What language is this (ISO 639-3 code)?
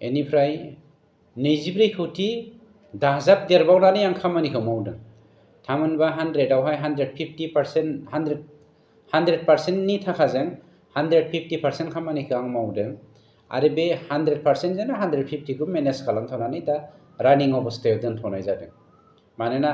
brx